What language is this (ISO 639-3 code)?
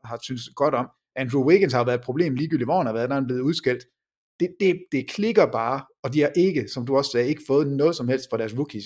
dan